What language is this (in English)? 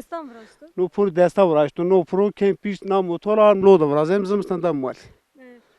Zaza